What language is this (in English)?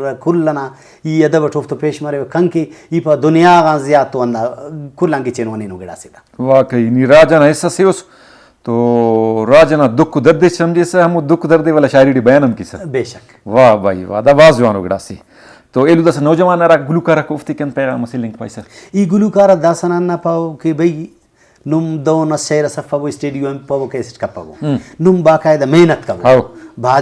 Brahui